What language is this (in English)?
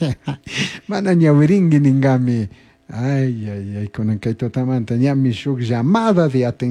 Chimborazo Highland Quichua